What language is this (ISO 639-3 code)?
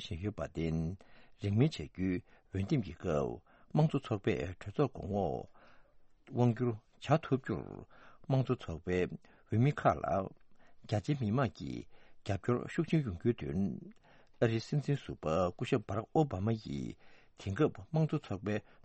bod